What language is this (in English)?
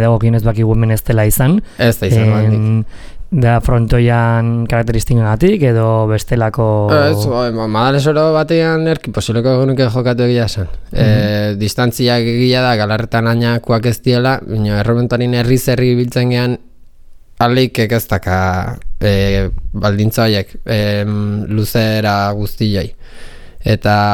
Basque